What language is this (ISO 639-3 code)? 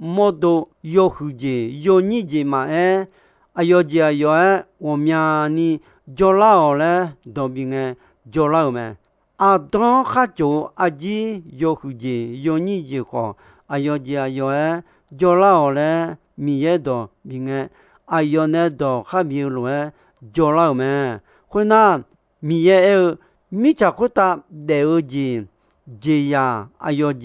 ahk